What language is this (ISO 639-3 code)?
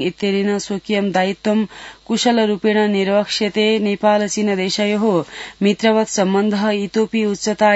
san